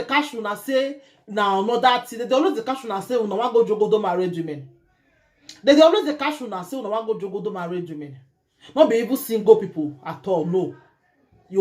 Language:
Nigerian Pidgin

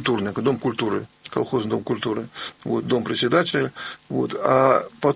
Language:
Russian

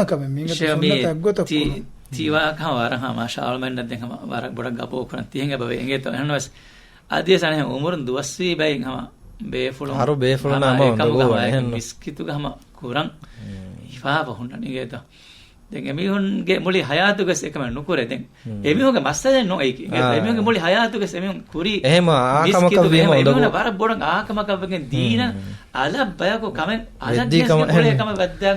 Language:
Divehi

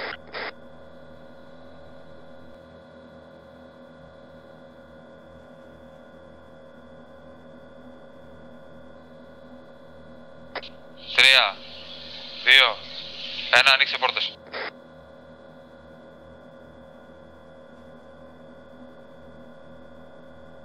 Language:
Greek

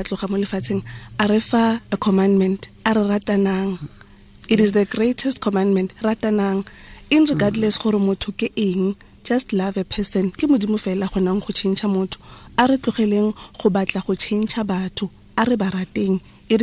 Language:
Tswana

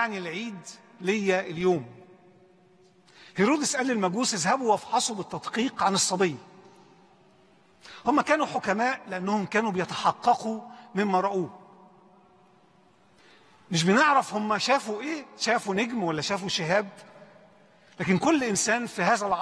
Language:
Egyptian Arabic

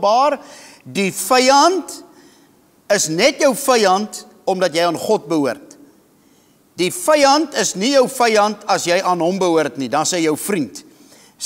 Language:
Afrikaans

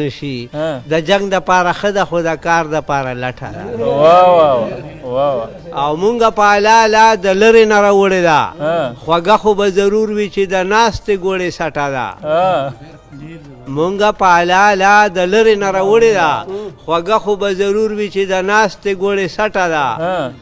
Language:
Pashto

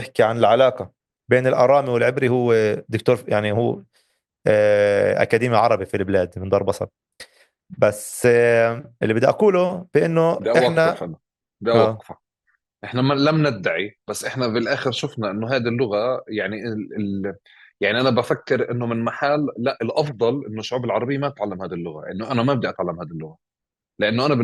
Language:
North Levantine Arabic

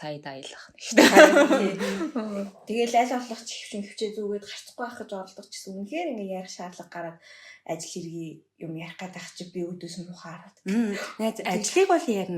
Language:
Mongolian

